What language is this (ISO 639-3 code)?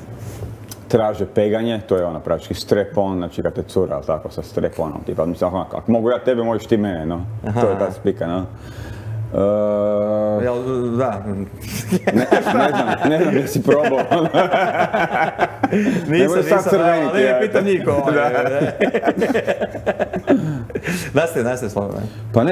hrv